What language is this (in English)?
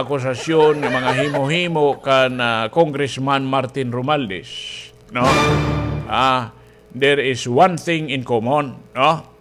Waray